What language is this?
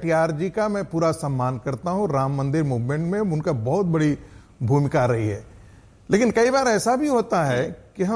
Hindi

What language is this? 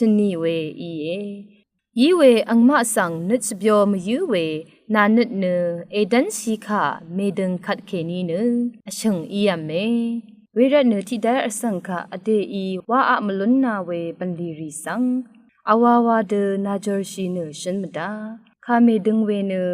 Rawang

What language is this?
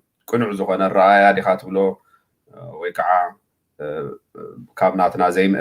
Tigrinya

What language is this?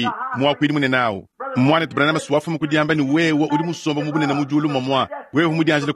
Luba-Lulua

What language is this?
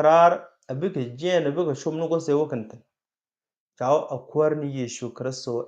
Nuer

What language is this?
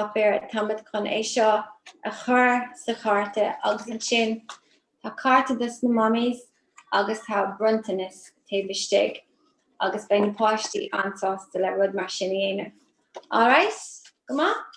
Irish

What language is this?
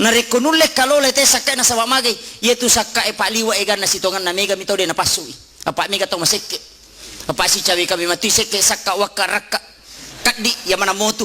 Buginese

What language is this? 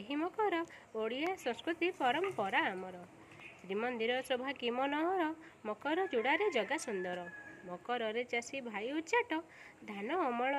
Odia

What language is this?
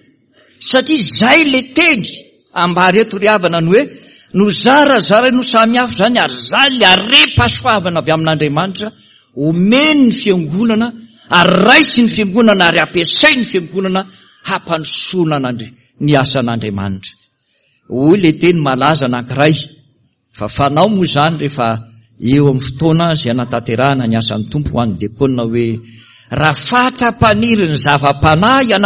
Malagasy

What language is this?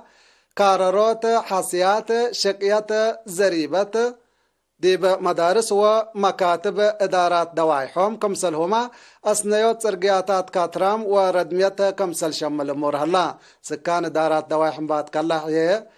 Tigre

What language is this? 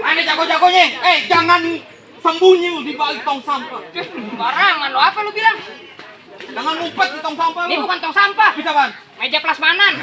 Betawi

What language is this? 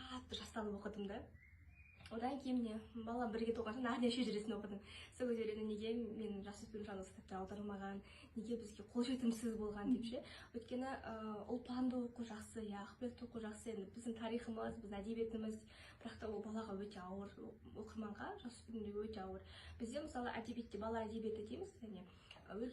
Kazakh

